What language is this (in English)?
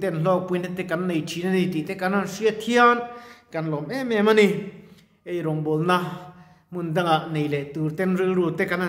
Mizo